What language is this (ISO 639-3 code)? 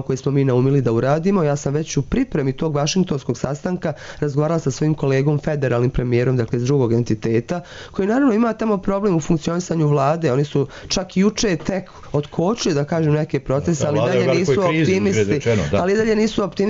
srp